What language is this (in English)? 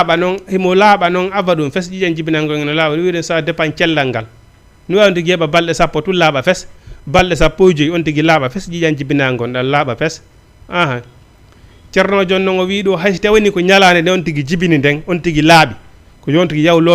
Fula